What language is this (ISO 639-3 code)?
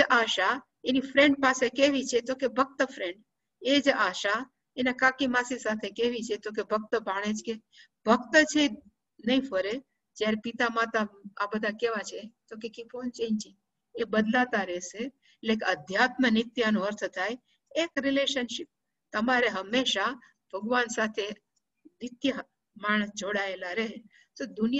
guj